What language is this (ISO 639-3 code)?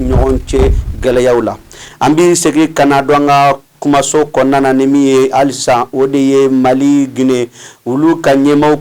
bam